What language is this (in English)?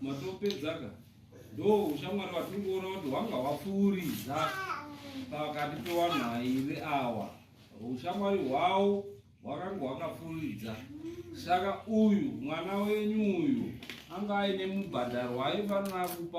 Shona